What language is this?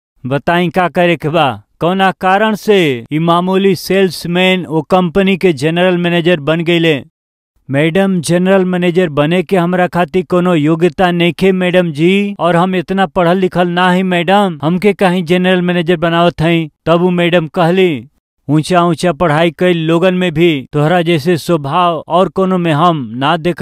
Bhojpuri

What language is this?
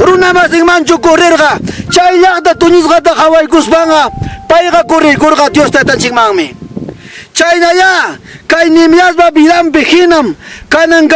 Ayacucho Quechua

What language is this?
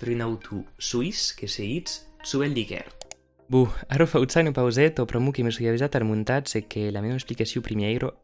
Occitan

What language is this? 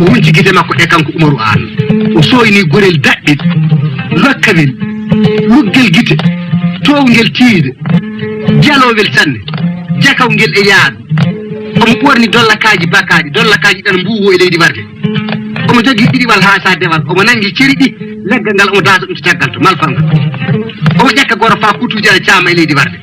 Fula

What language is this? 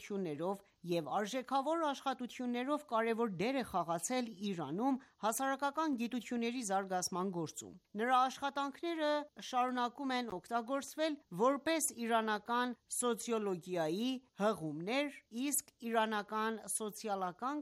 Armenian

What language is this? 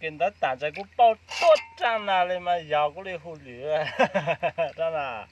Hmong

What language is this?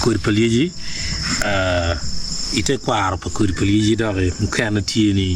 Acoli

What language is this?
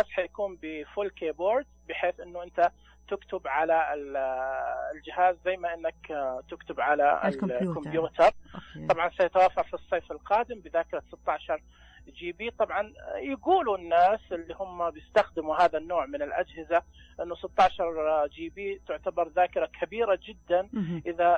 Najdi Arabic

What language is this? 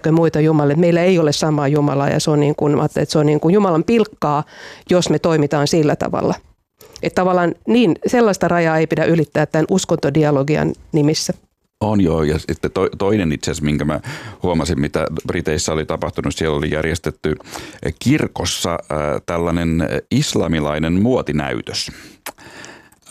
Finnish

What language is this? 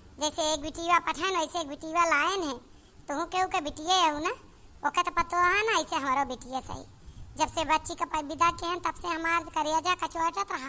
Awadhi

